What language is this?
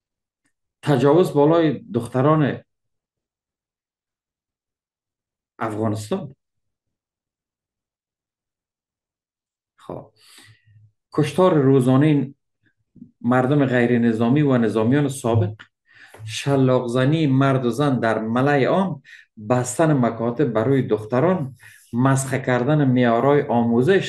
Persian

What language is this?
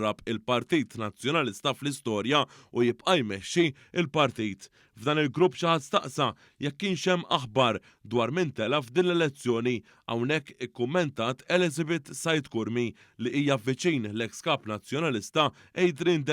Maltese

